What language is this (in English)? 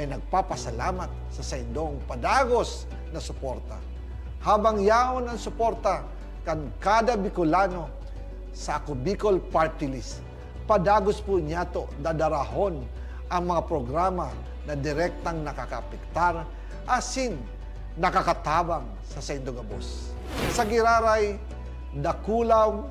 Bikol